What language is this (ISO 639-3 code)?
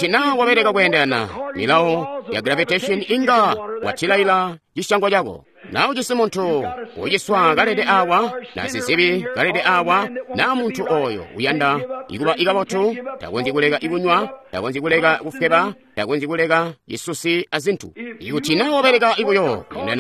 toi